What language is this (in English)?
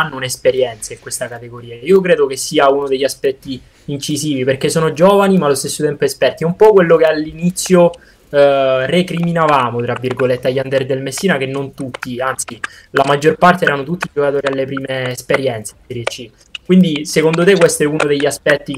Italian